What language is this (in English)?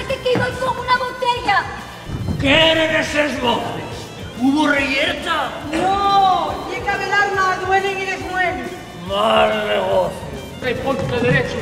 Asturian